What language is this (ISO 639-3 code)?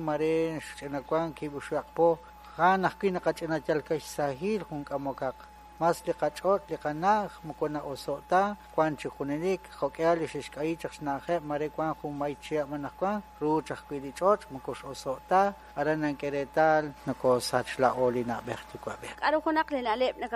kek